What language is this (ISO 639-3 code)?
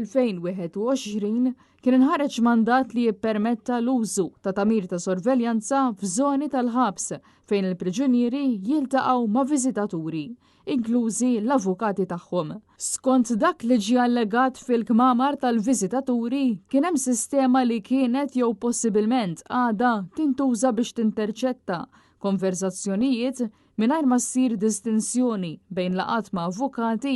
mlt